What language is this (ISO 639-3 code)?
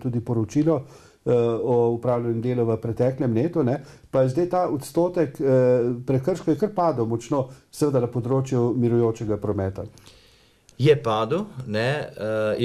slv